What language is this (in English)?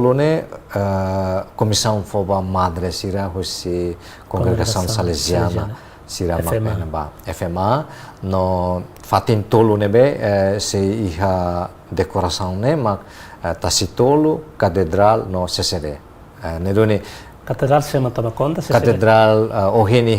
Tetum